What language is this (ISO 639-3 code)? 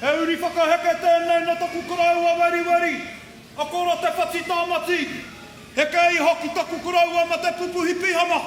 mri